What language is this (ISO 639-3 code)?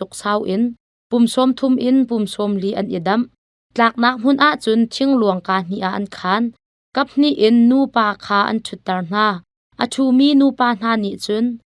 cnh